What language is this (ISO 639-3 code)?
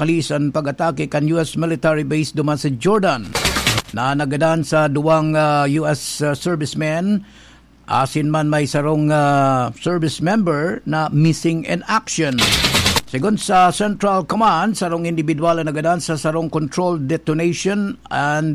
bik